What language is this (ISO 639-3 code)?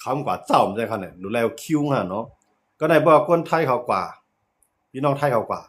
shn